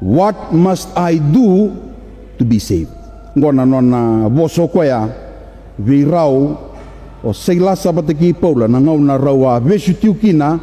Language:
Fijian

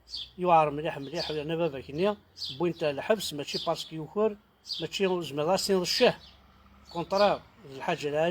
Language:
Kabyle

